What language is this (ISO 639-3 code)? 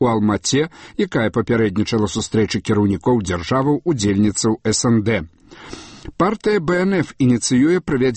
bel